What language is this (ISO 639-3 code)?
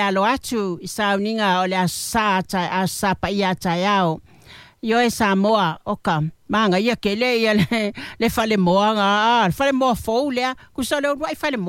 smo